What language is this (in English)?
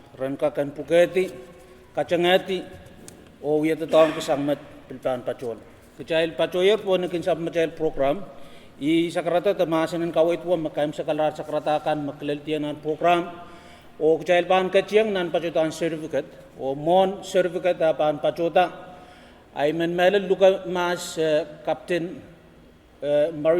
Pohnpeian